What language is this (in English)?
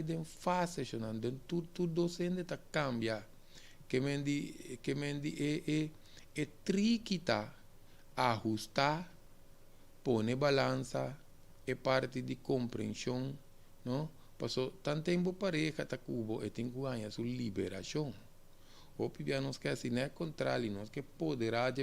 Papiamento